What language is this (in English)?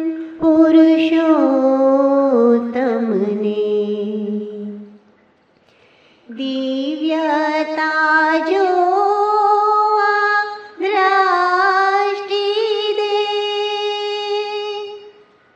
Gujarati